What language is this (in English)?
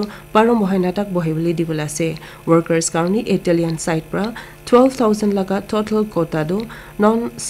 Naga Pidgin